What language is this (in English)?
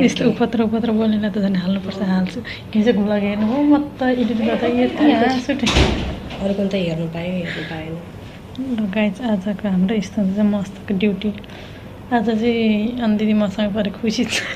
Nepali